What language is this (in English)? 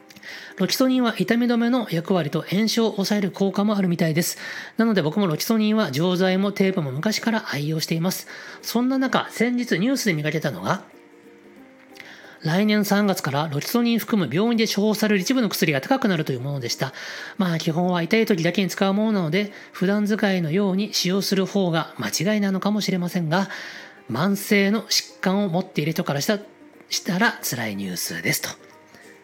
Japanese